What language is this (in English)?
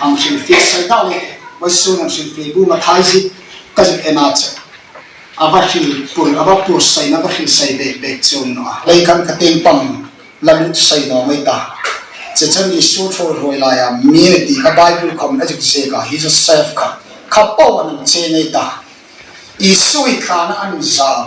Hmar